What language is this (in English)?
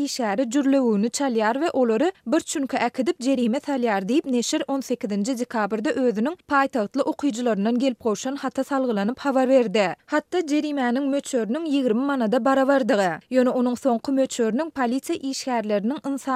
Turkmen